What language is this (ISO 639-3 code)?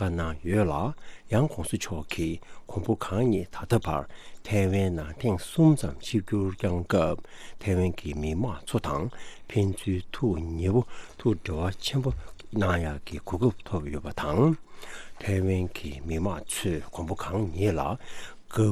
bod